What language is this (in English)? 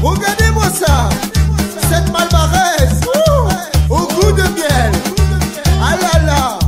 Réunion Creole French